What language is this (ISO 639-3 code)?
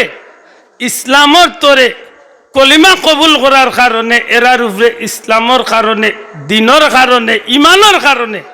syl